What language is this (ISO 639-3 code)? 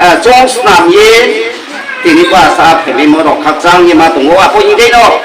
ria